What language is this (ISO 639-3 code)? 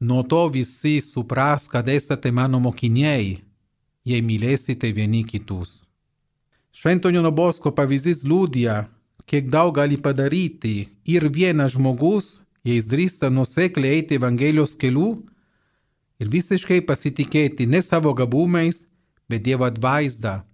lit